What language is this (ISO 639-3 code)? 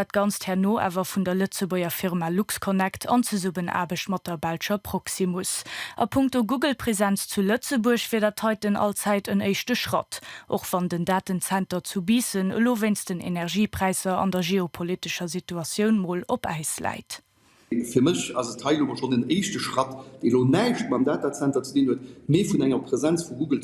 ltz